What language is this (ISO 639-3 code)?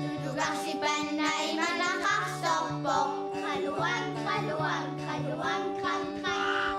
kal